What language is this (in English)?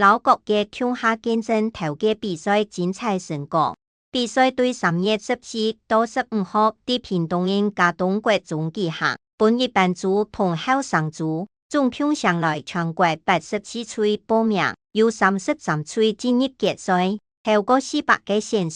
Hakka Chinese